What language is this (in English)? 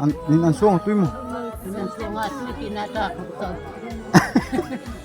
Darlong